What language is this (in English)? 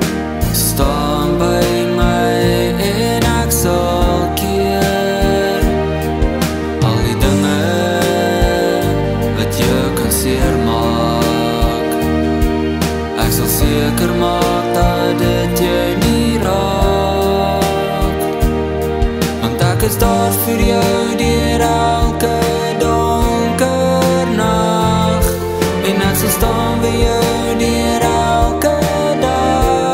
Afrikaans